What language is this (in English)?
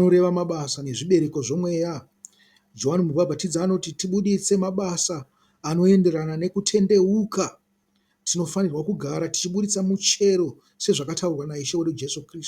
Shona